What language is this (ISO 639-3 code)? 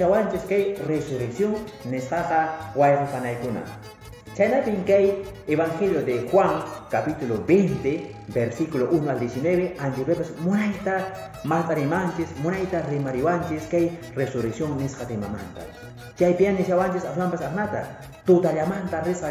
que